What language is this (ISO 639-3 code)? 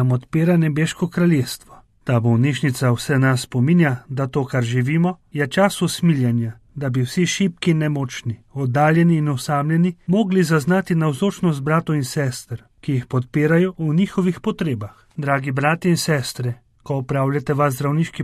slv